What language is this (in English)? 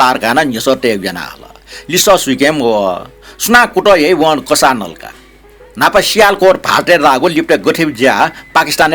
Newari